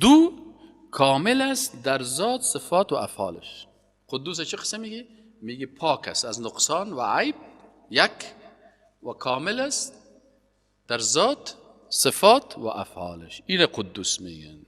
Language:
Persian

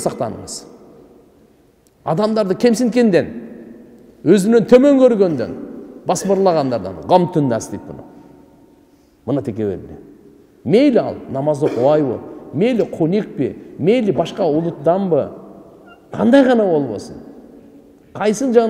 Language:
Kyrgyz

